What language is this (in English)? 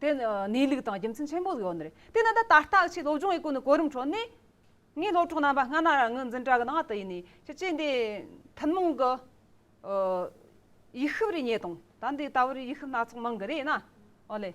Amdo Tibetan